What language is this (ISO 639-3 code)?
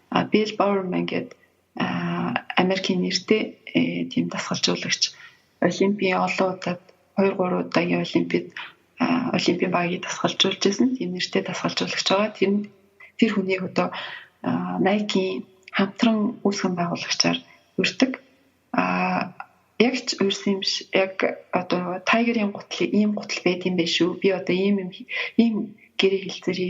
mon